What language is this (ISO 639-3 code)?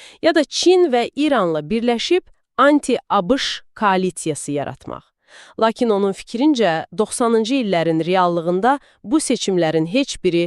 aze